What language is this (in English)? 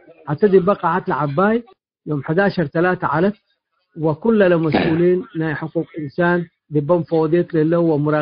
Tigre